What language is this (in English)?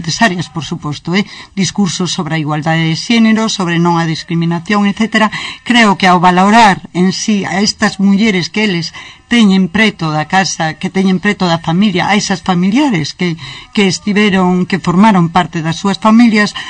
Galician